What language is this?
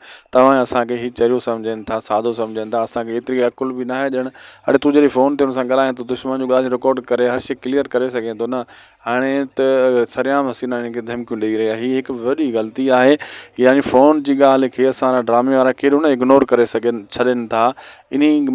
Sindhi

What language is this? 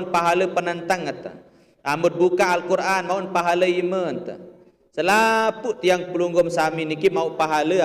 Sasak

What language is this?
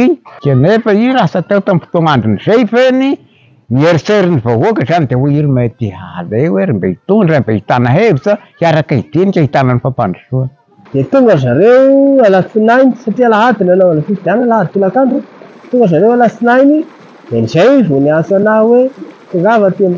Malagasy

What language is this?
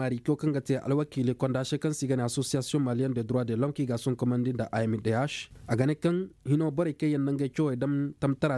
Koyraboro Senni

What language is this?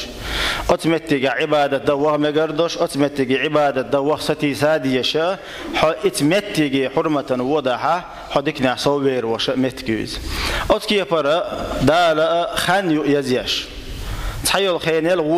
Chechen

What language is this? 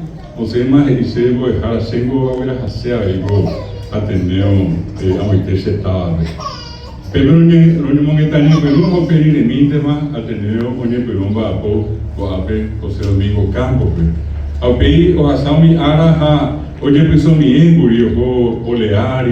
Guarani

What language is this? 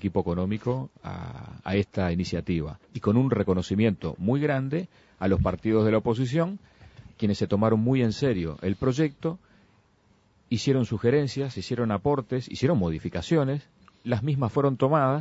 Spanish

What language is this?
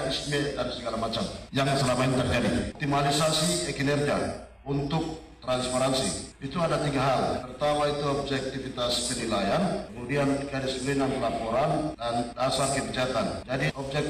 Indonesian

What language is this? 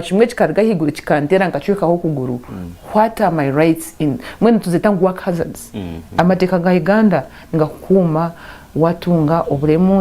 Nyankole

